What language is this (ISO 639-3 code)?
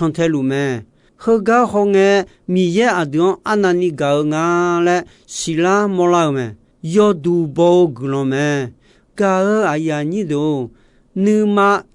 ahk